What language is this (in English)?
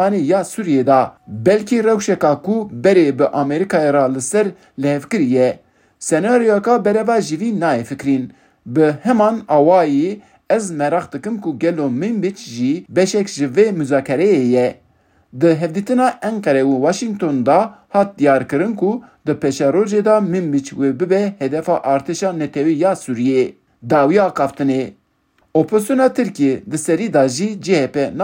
Kurdish